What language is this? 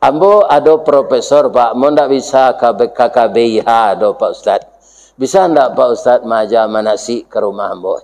Minangkabau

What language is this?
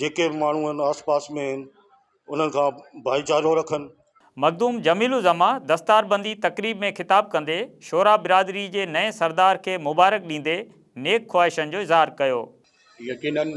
Sindhi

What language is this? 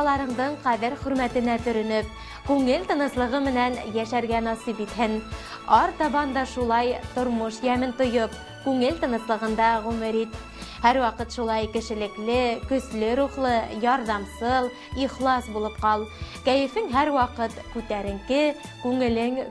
Bashkir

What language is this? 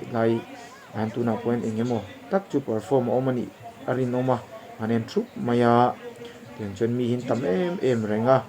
Mizo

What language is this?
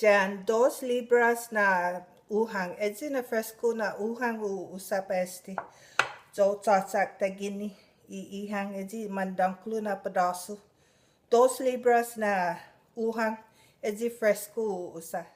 Chamorro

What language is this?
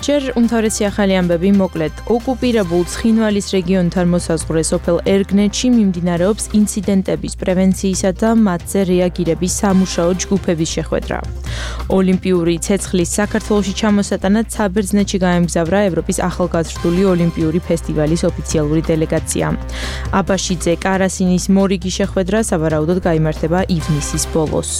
Georgian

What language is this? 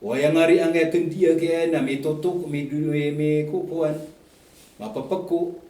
Maranao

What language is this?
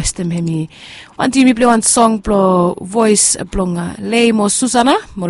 Bislama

